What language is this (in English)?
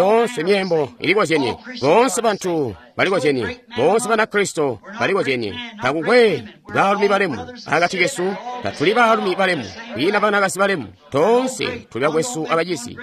Tonga (Zambia)